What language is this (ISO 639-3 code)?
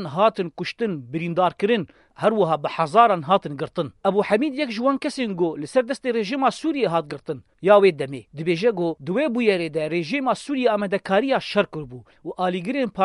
kur